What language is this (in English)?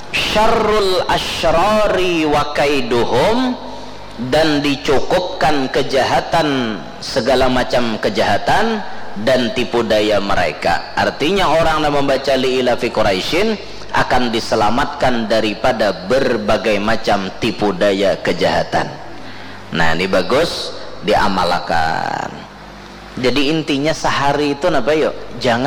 Banjar